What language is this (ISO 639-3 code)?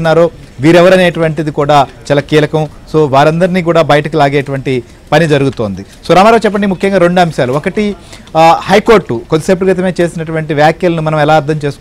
tel